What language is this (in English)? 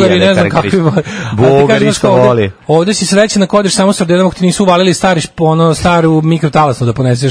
Serbian